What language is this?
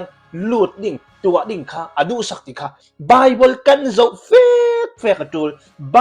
Hakha Chin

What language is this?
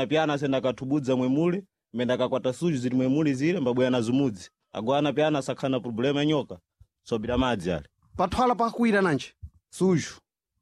Sena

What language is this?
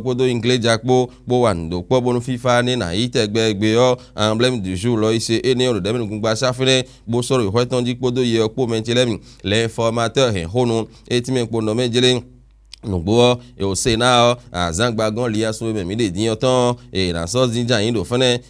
Fon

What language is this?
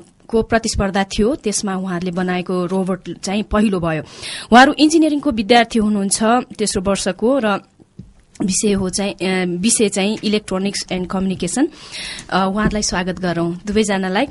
Nepali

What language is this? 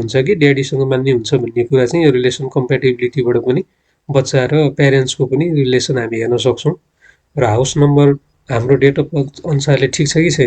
Nepali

